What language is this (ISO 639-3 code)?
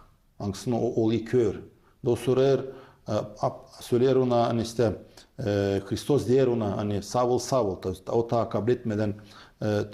gag